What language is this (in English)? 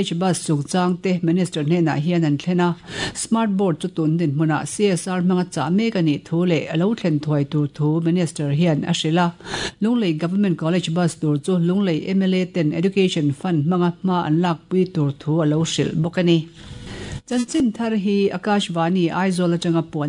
Mizo